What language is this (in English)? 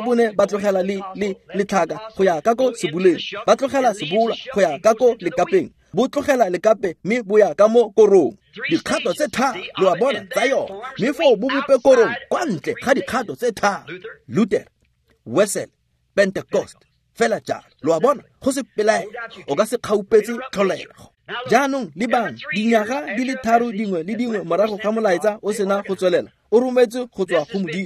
Tswana